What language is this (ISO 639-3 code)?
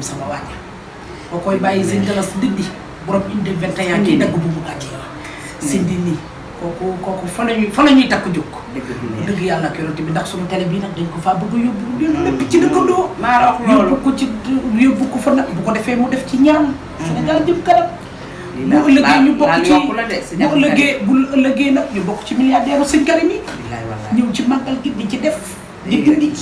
wol